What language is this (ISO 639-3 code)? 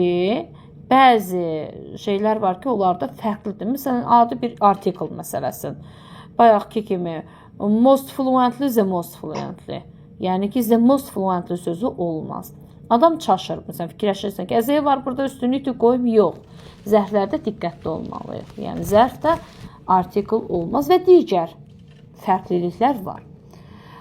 aze